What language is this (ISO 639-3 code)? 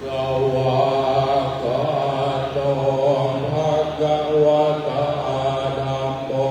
pli